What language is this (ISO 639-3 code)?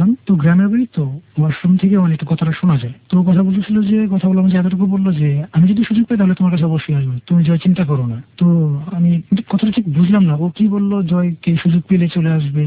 ben